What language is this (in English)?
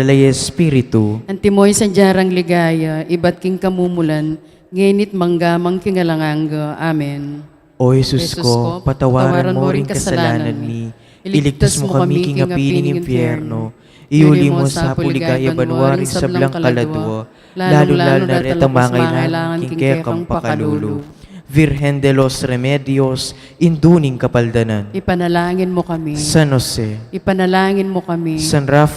Pampanga